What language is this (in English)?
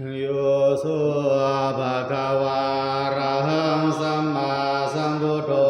Pali